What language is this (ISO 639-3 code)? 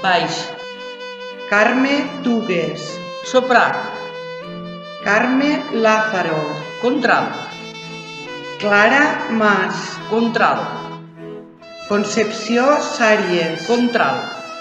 cat